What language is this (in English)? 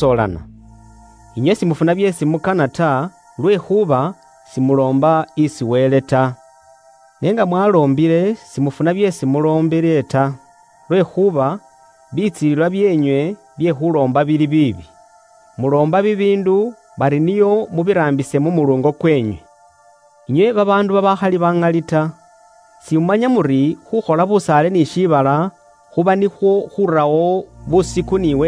Luyia